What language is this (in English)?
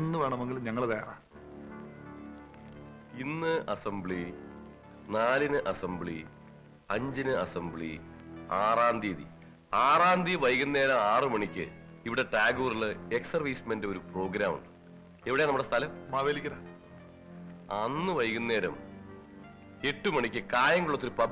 Malayalam